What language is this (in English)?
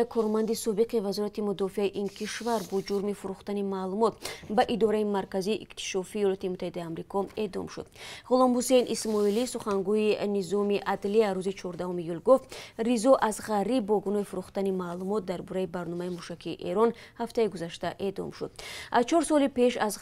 Tajik